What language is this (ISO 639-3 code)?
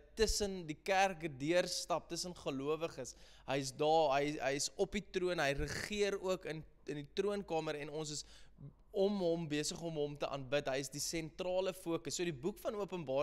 afr